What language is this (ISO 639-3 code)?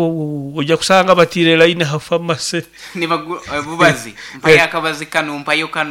nyo